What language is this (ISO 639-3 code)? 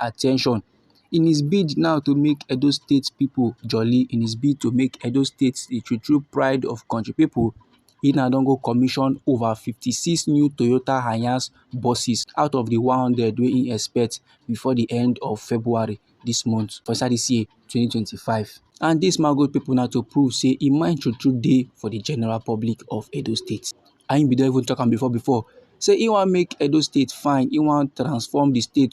pcm